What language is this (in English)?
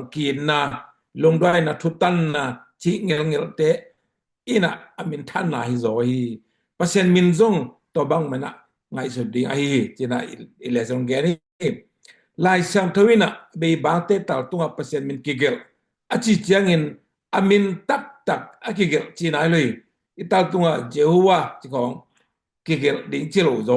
Tedim Chin